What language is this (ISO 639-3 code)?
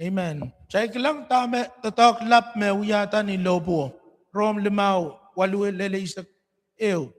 pon